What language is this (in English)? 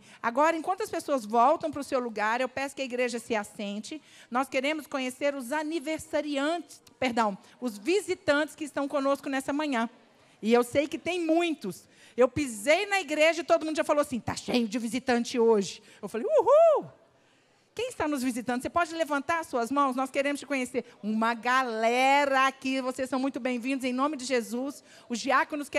Portuguese